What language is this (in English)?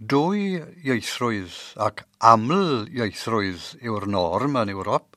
Welsh